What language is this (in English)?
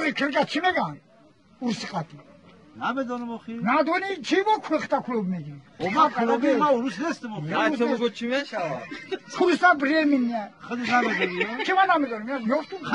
Tajik